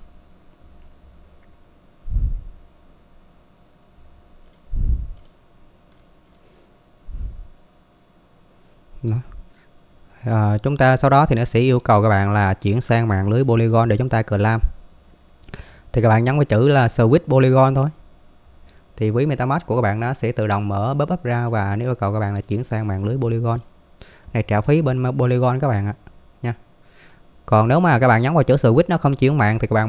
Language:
Vietnamese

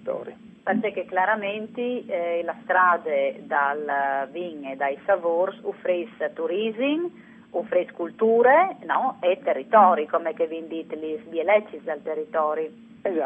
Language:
Friulian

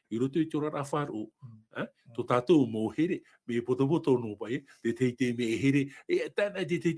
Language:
Tahitian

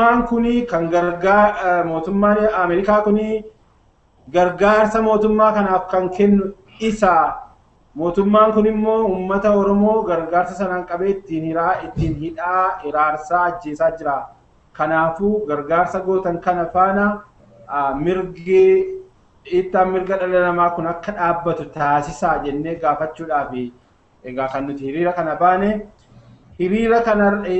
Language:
Oromo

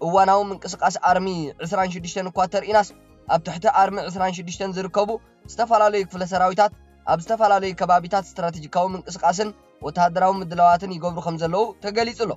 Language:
Tigrinya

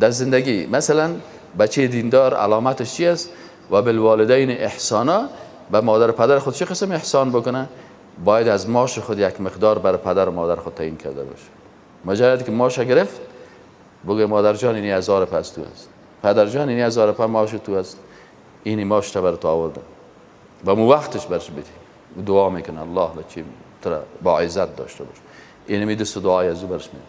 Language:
Persian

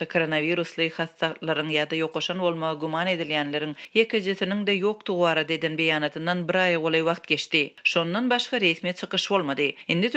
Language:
Turkmen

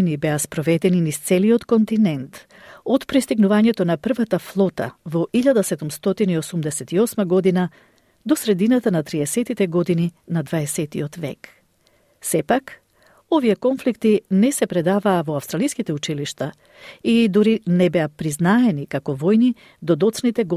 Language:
Macedonian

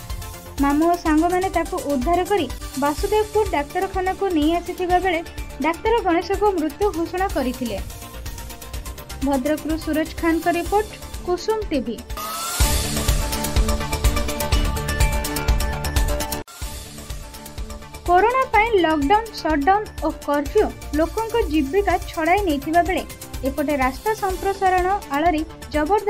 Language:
Odia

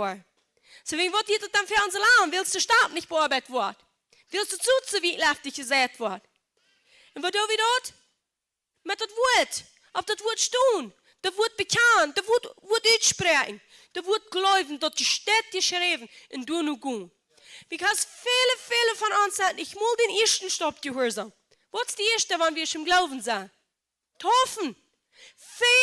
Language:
Plautdietsch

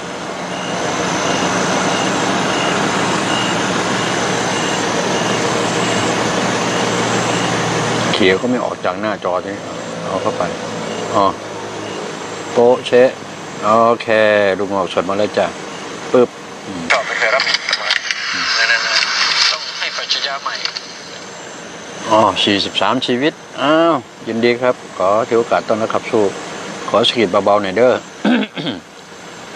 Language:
Thai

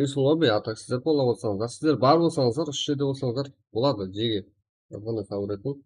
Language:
Kara-Kalpak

